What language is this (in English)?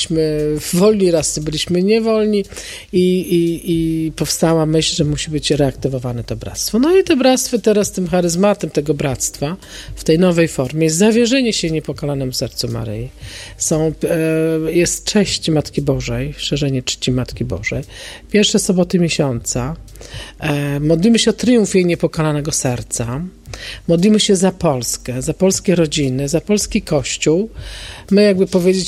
Polish